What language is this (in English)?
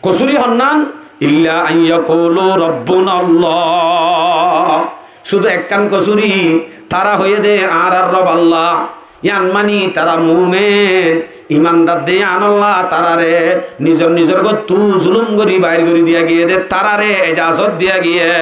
Rohingya